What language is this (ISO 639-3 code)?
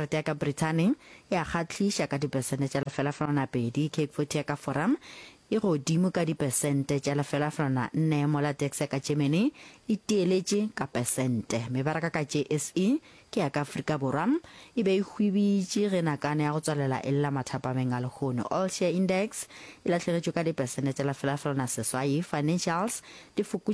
nso